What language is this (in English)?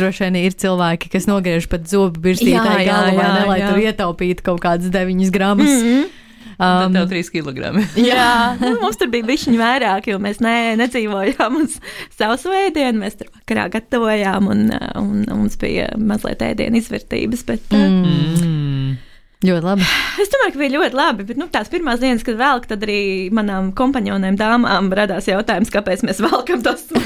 Latvian